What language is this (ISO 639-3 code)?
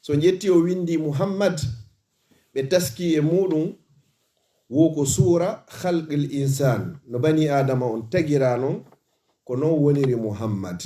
ful